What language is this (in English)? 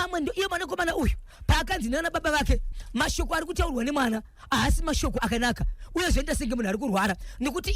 Shona